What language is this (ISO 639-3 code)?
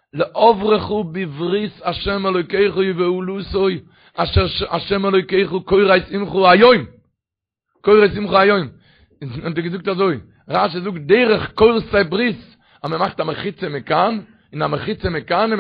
yid